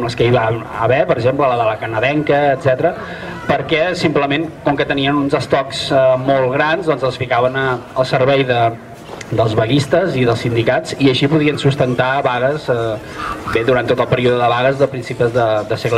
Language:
Catalan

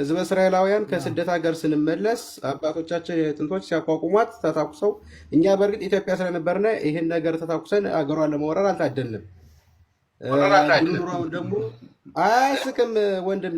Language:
Amharic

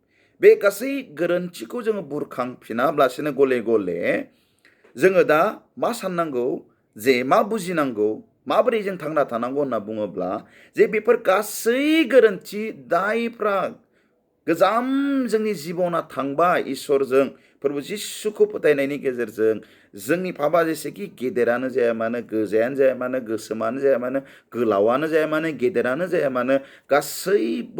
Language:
Bodo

